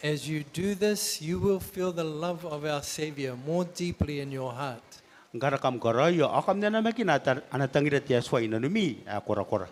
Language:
Gilbertese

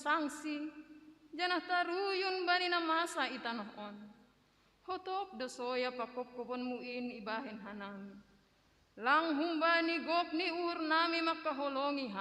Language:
Batak Simalungun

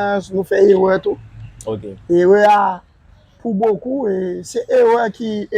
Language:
Haitian Creole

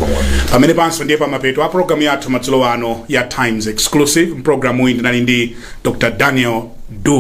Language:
Nyanja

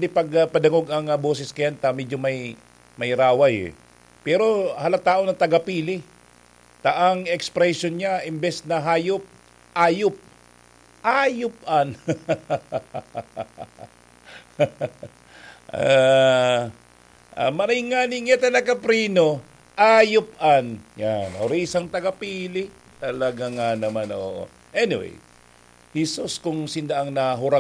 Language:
Bikol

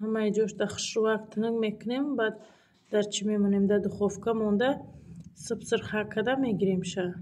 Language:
Tajik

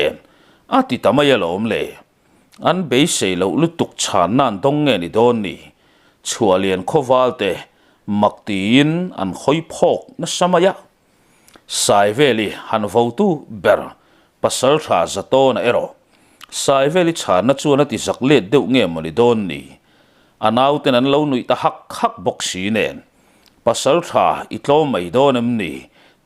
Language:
Mizo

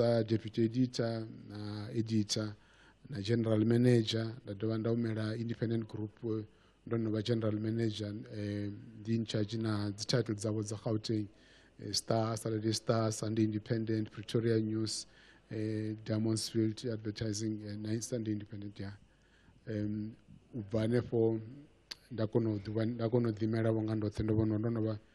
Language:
Venda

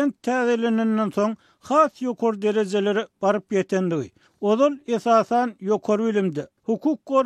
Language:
Turkmen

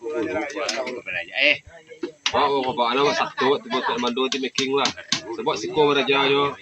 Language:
Minangkabau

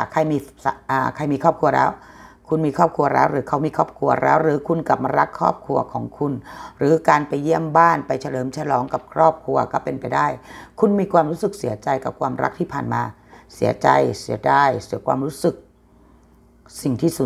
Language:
Thai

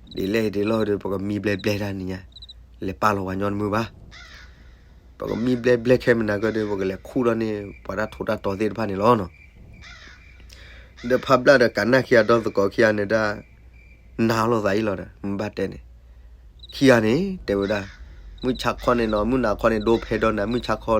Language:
S'gaw Karen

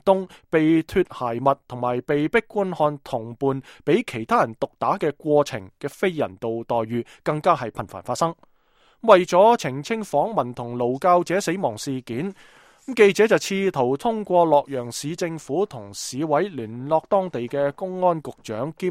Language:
Cantonese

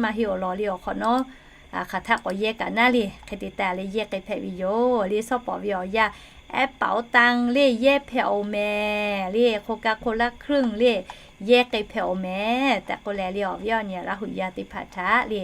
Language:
Lahu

